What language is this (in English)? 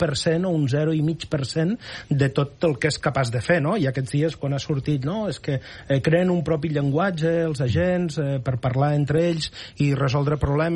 Catalan